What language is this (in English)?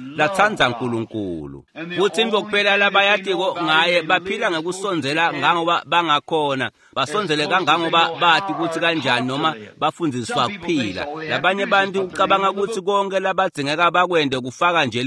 Swati